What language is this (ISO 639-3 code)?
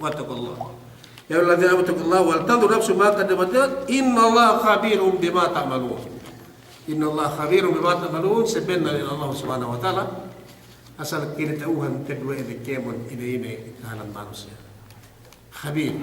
yka